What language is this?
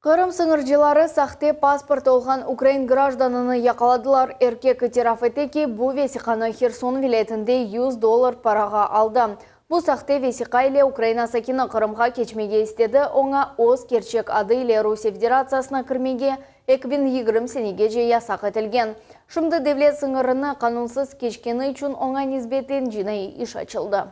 Crimean Tatar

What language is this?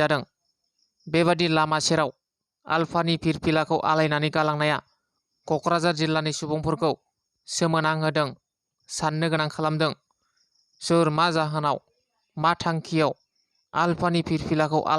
Bodo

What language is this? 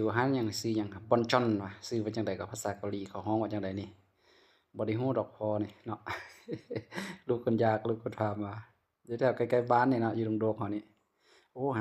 Lao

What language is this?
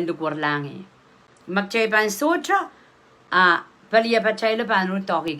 Pohnpeian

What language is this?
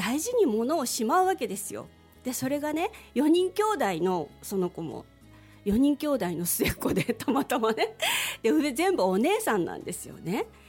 Japanese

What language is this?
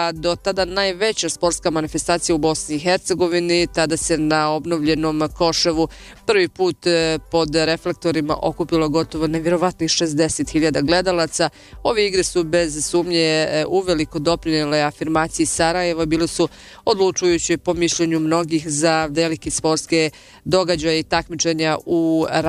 Bosnian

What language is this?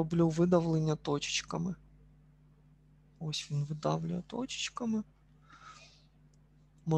Ukrainian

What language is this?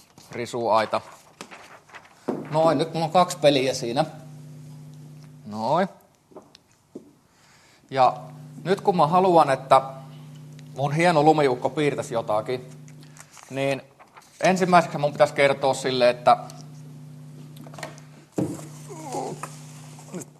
Finnish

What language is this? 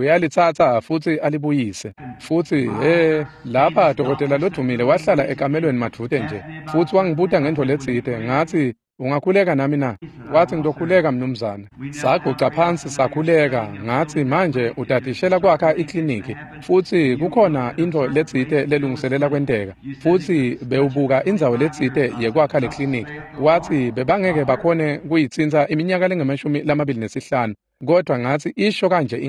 Swati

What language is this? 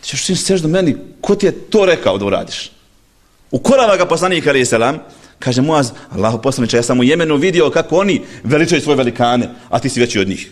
Bosnian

